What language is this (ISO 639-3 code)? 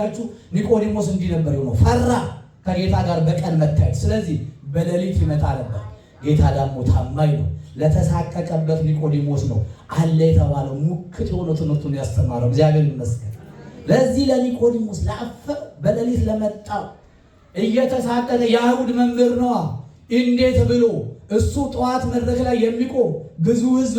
amh